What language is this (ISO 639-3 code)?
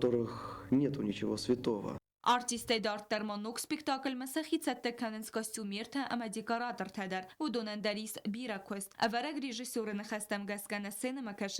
oss